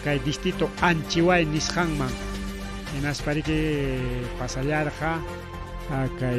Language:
Ayacucho Quechua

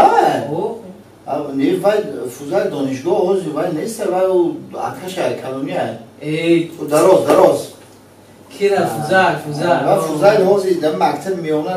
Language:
Tajik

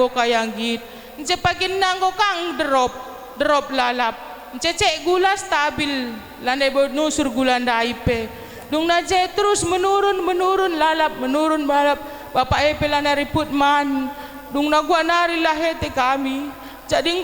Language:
Batak Karo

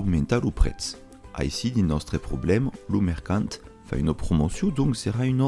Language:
Occitan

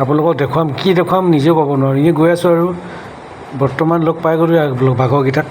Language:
Assamese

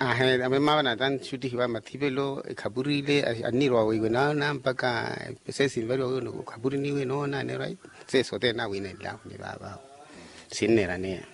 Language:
Makhuwa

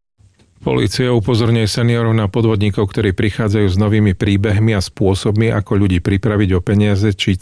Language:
Slovak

